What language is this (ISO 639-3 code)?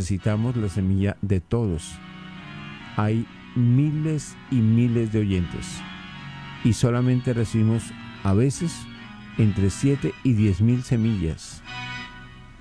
spa